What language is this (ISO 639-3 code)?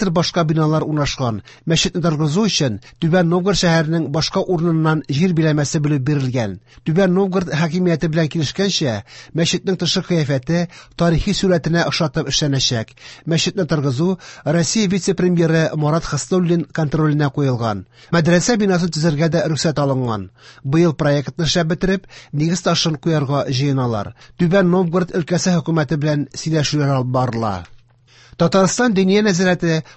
tat